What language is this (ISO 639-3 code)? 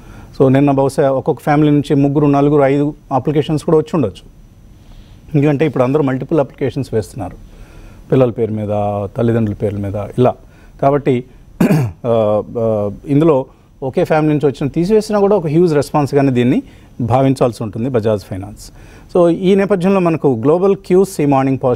tel